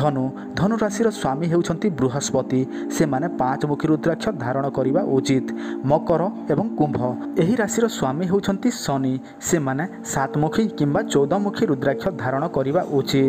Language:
Odia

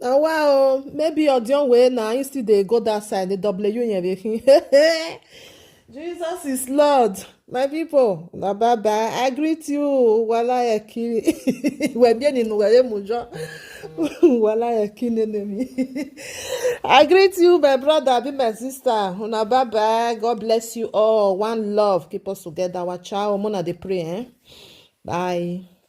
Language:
Nigerian Pidgin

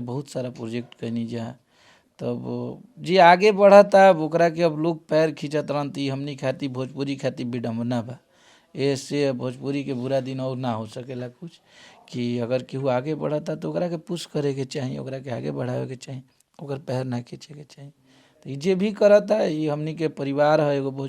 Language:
Bhojpuri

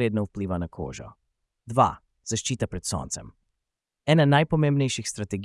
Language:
Slovenian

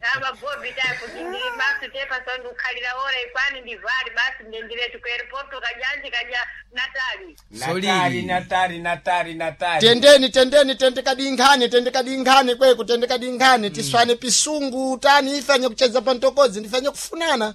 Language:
Sena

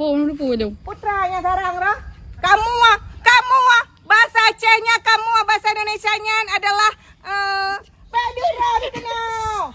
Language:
Achinese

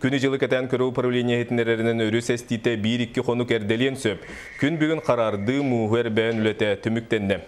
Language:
Yakut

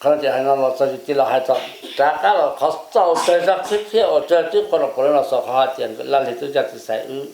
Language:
Hmong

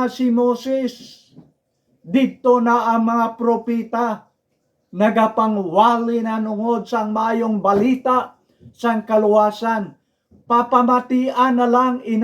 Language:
Hiligaynon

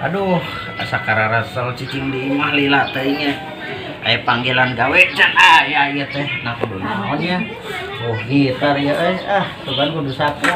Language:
Sundanese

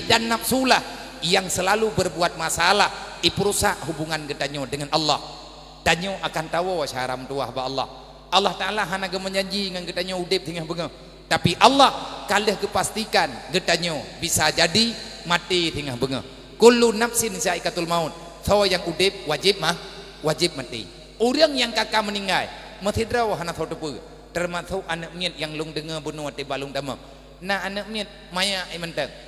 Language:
Achinese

